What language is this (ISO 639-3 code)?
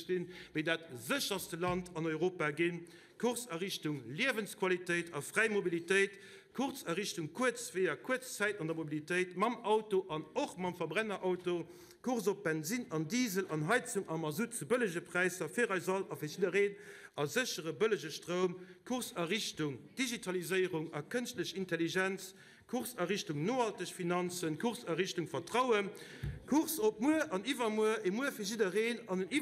ltz